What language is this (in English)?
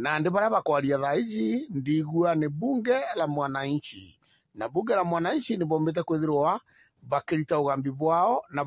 Meru